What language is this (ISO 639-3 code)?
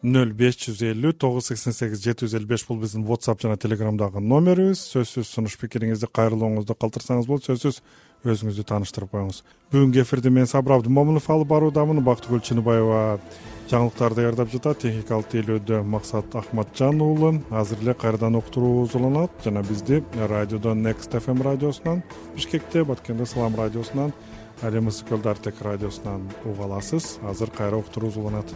kir